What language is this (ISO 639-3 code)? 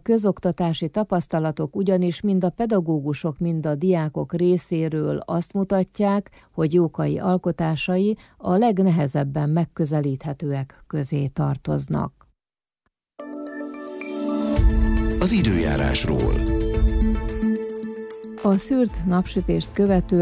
hun